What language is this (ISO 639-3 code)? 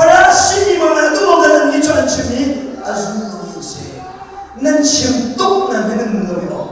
cnh